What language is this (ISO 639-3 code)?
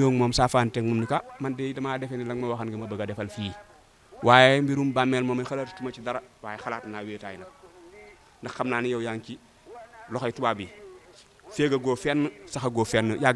wol